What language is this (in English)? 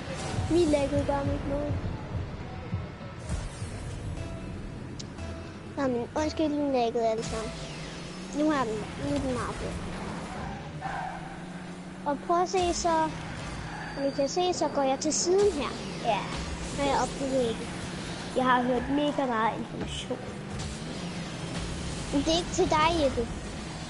Danish